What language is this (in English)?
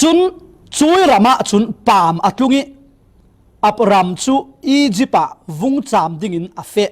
Falam Chin